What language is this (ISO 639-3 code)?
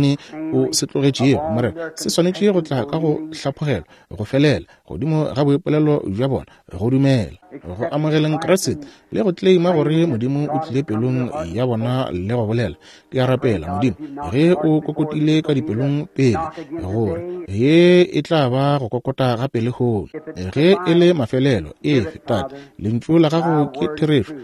nso